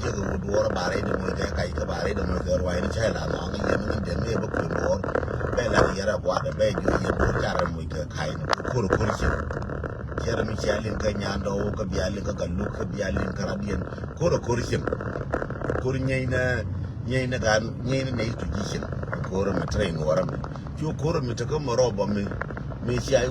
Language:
Nuer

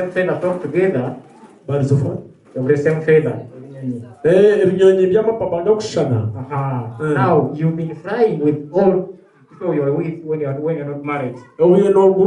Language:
Nyankole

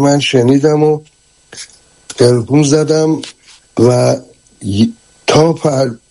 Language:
Persian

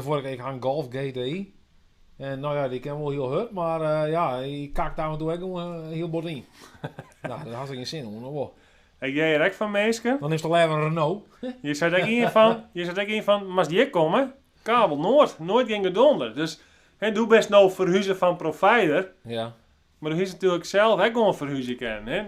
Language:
Western Frisian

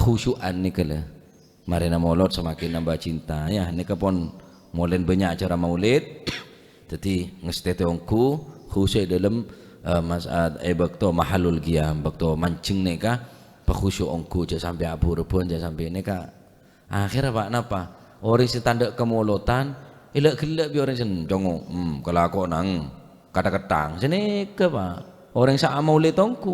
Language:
Madurese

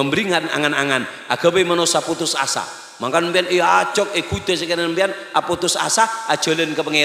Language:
Madurese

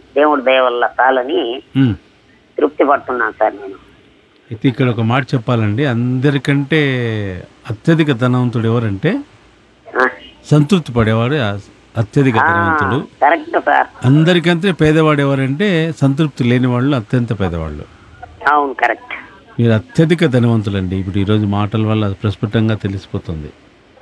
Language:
Telugu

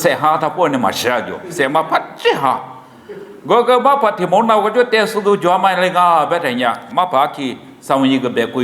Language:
Lisu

